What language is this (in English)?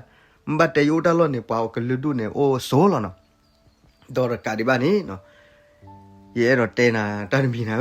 S'gaw Karen